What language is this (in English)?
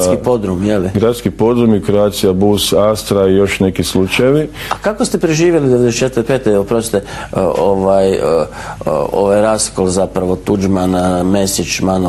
Croatian